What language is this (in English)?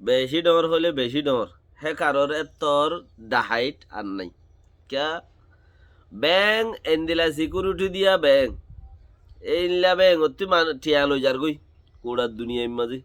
Rohingya